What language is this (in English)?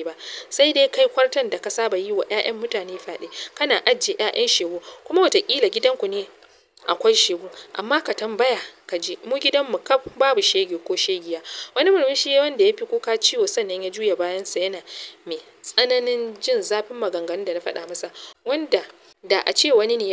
Hausa